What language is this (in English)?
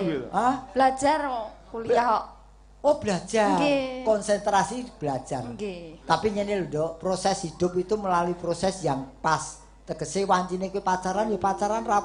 Javanese